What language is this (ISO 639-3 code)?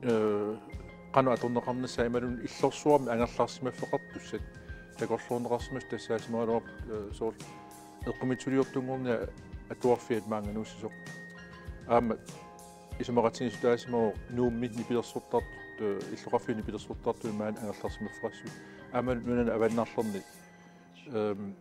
kal